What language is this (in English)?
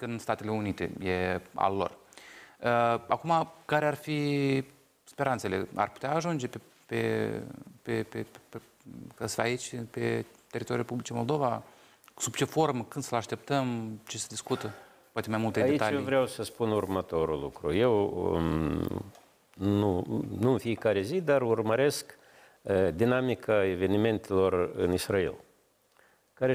Romanian